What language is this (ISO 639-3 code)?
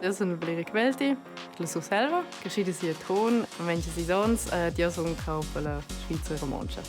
roh